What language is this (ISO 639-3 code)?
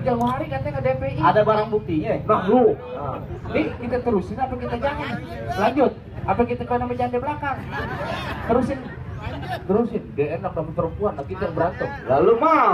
bew